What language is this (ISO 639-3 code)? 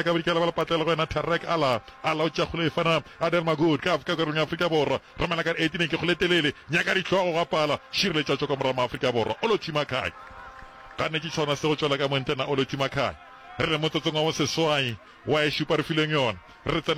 nso